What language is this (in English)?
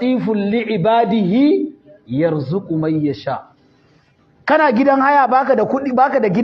Hausa